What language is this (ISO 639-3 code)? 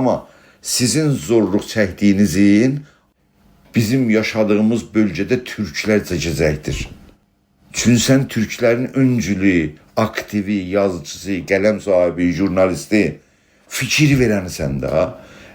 azb